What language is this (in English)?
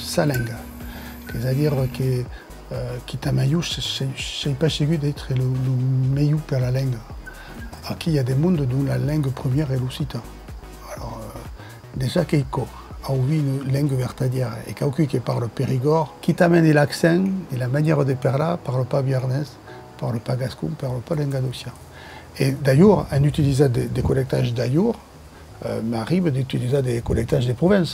Occitan